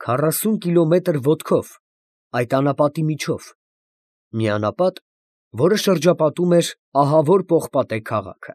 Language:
Armenian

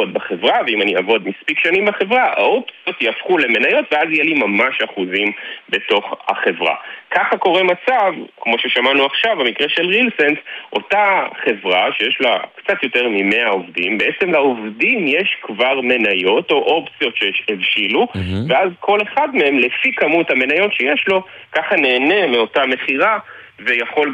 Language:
Hebrew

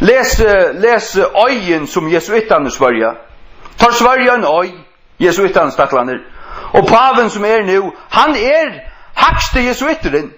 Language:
Faroese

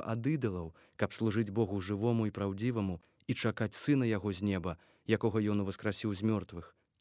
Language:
Belarusian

